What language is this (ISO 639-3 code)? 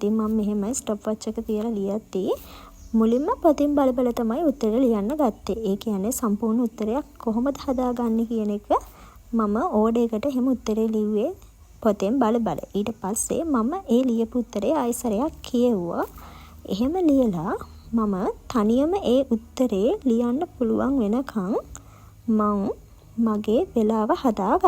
sin